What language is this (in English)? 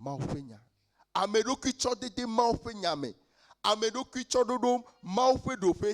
Ewe